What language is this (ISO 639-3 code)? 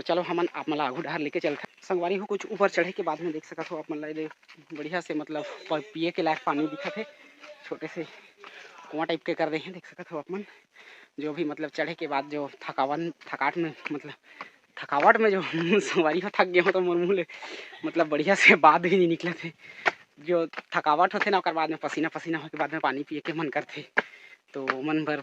hne